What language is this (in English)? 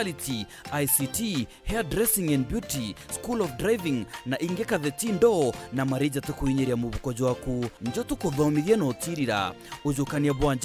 Meru